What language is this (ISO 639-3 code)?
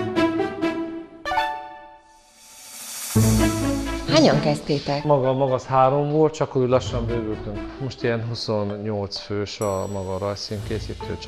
hun